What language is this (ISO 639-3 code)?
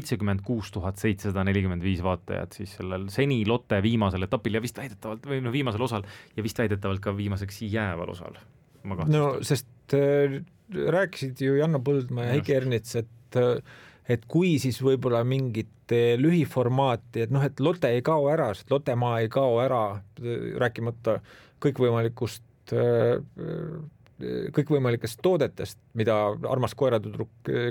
est